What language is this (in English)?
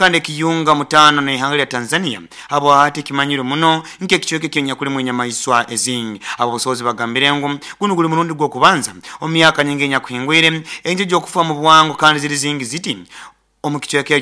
Nyoro